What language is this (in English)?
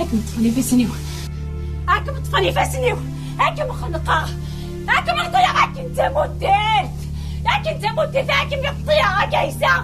Kabyle